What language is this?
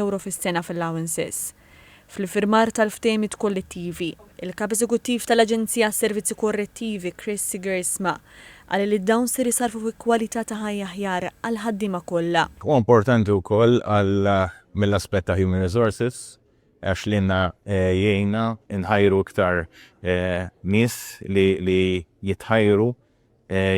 Maltese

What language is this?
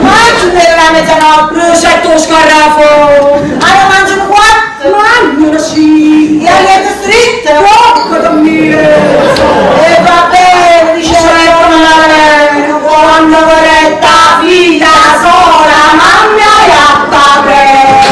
Neapolitan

